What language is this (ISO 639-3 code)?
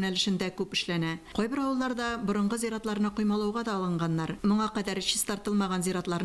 tat